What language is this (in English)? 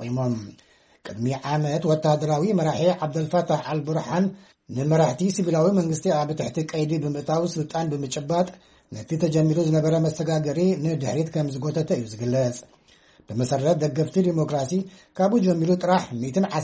Tigrinya